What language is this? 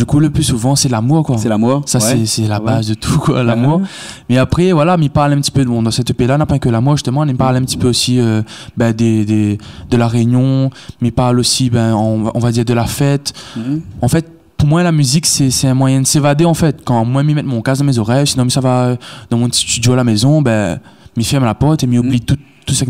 Réunion Creole French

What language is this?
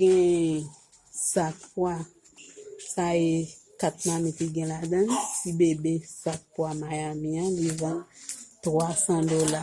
Haitian Creole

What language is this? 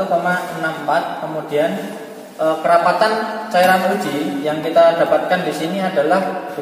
Indonesian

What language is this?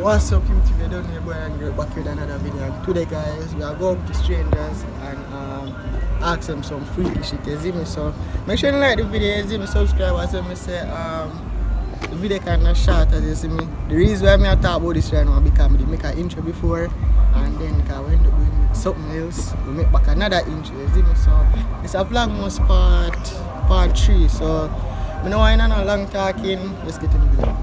Jamaican Creole English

